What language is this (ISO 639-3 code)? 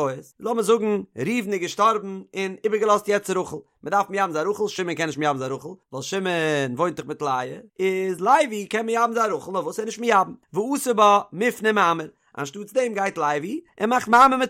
yid